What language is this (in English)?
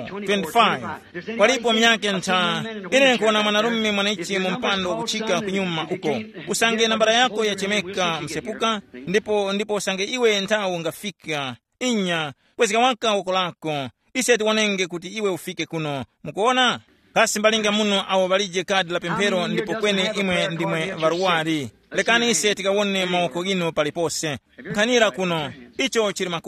Tumbuka